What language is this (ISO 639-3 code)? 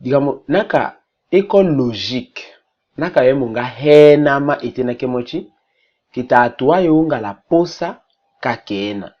tll